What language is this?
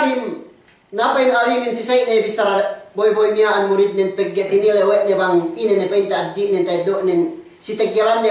Yakan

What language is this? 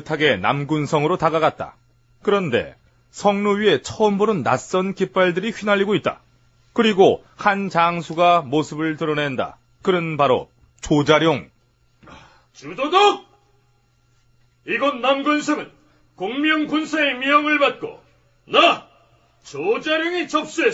Korean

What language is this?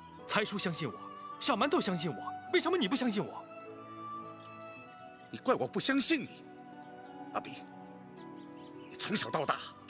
Chinese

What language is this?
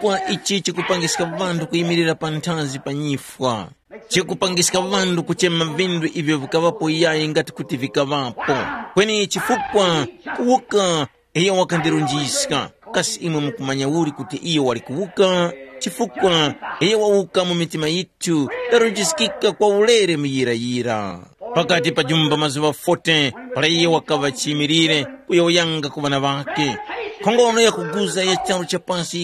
Tumbuka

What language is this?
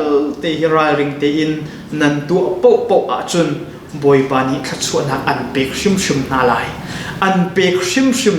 Hakha Chin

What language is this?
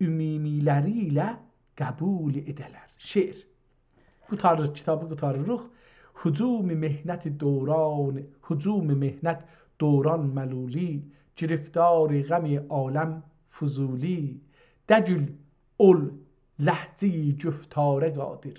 South Azerbaijani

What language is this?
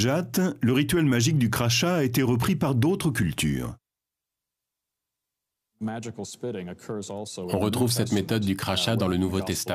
French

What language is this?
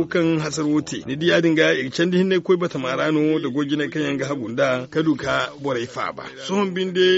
Zarma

